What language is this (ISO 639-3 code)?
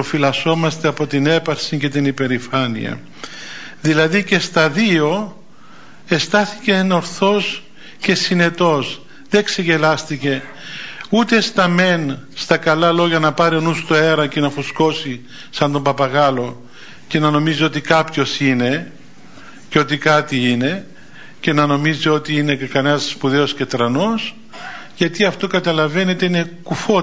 ell